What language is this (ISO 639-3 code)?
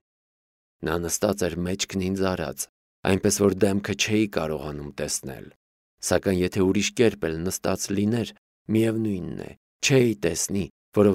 hye